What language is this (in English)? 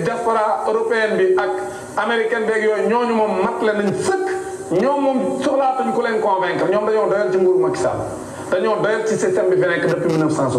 Wolof